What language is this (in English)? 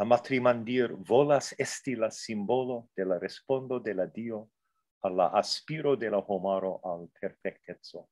Esperanto